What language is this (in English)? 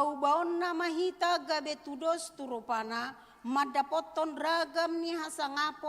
Batak Toba